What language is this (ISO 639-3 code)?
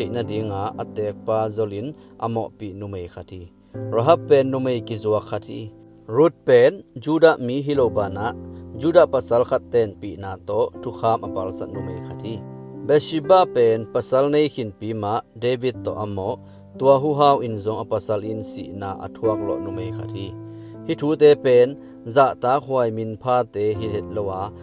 ctd